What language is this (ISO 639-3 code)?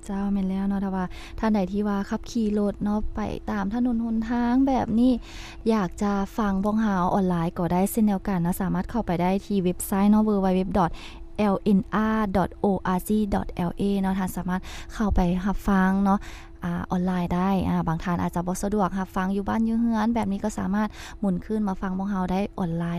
lao